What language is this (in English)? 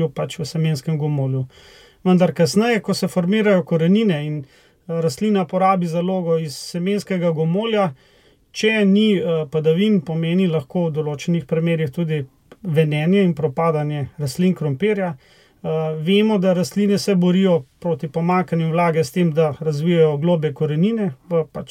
Slovenian